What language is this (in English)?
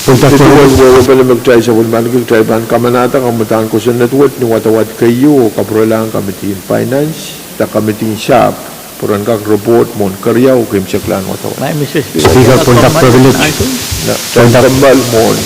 Pohnpeian